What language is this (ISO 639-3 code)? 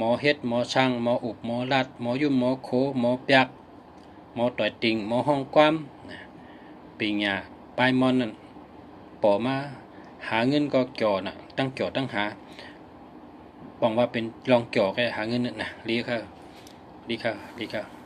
shn